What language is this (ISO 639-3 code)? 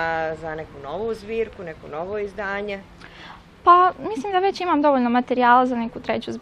bos